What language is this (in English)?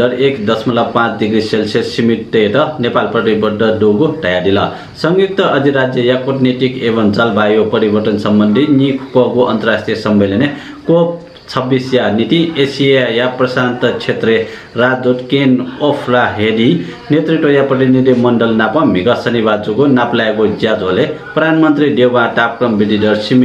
Newari